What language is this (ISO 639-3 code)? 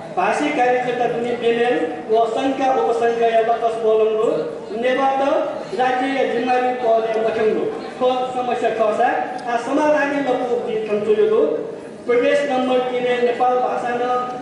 new